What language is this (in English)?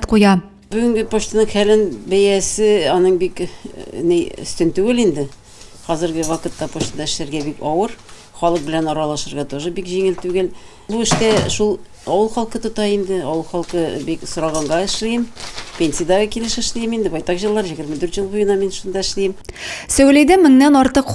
Tatar